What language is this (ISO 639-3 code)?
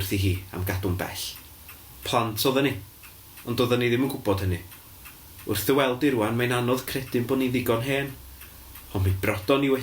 cym